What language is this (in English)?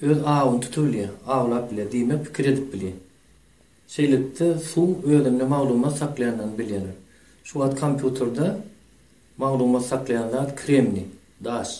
Turkmen